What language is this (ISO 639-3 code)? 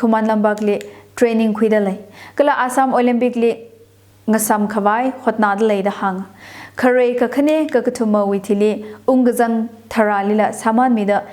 nmf